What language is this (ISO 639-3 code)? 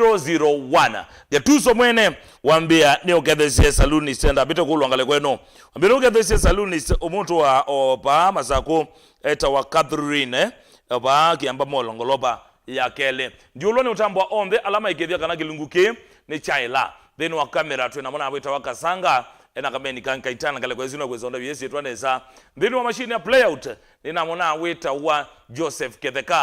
kam